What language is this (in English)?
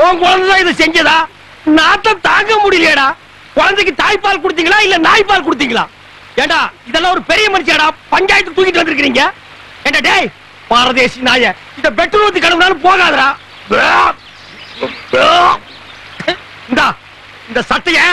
Tamil